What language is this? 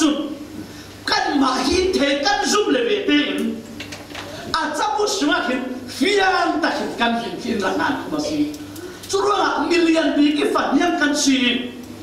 Falam Chin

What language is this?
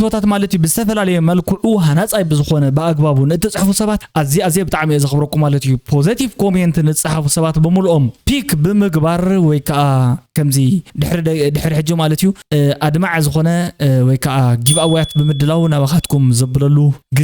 Tigrinya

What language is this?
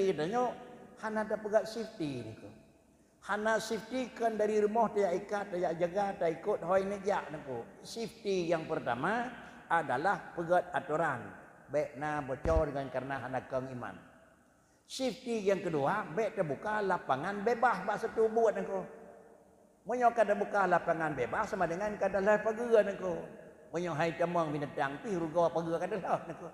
Achinese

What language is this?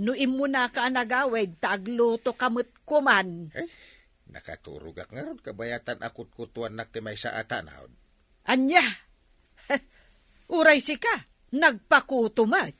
Iloko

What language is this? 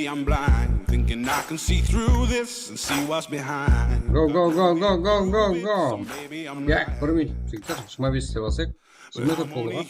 Kara-Kalpak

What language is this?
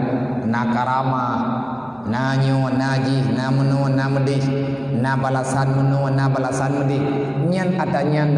Achinese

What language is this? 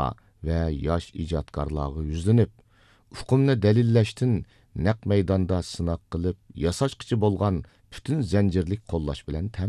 Uyghur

